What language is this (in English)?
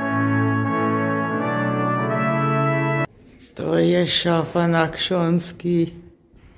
Polish